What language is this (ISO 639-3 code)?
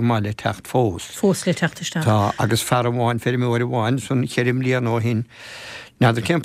gle